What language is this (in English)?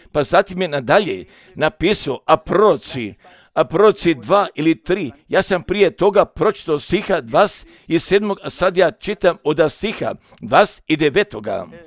Croatian